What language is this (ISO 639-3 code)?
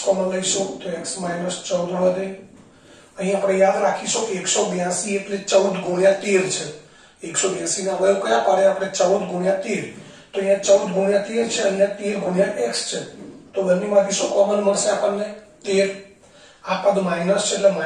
guj